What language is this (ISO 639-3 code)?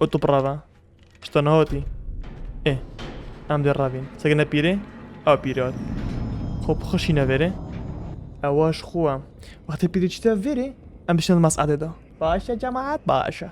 kur